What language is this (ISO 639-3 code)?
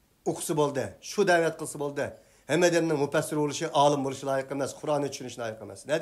uig